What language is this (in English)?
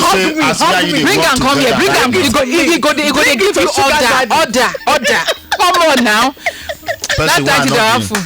Nigerian Pidgin